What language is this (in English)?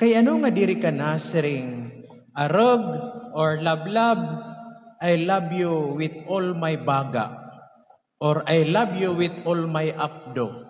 Waray